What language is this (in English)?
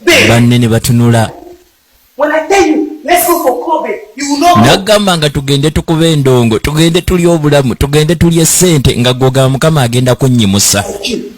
Ganda